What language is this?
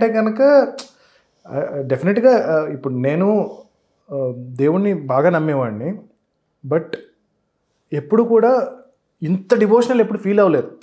Telugu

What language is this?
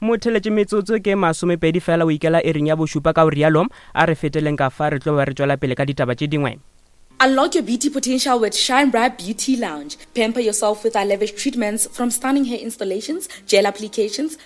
Northern Sotho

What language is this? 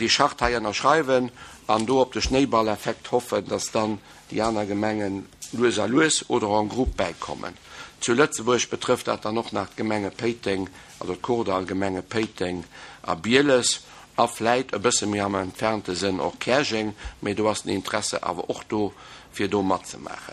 Luxembourgish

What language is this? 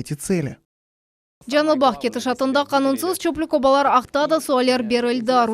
Crimean Tatar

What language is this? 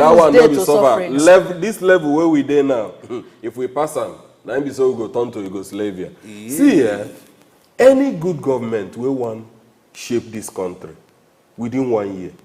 Nigerian Pidgin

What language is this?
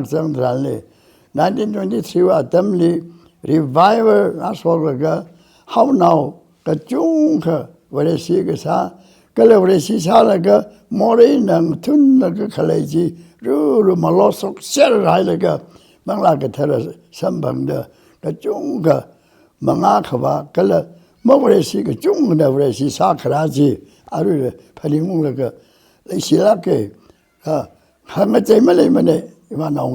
Tangkhul Naga (India)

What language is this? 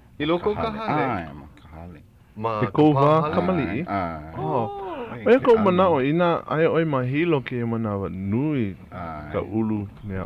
Hawaiian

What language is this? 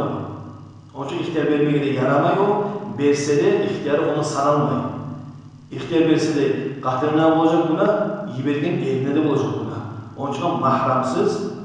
Kumyk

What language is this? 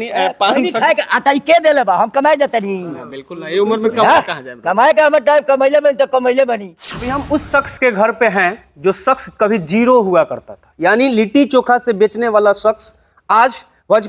Bhojpuri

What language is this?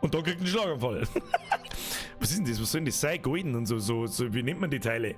Bavarian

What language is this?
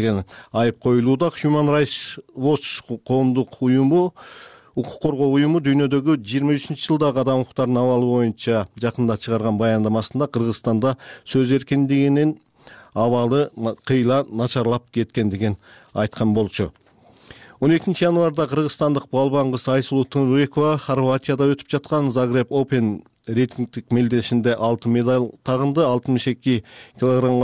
Kyrgyz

